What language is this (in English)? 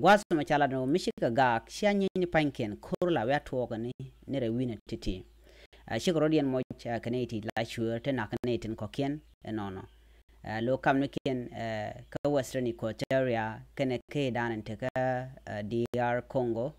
Nuer